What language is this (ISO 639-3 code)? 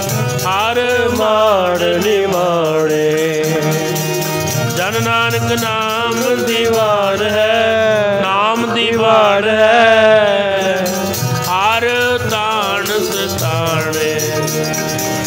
pan